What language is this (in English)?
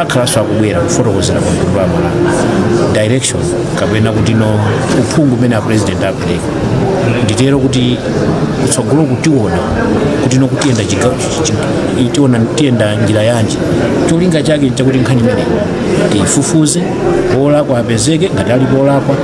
Nyanja